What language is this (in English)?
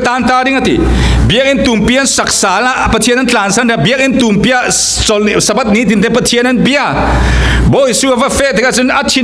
Falam Chin